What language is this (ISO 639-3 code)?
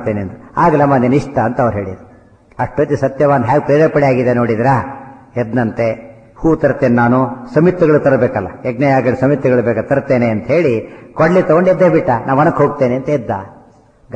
kan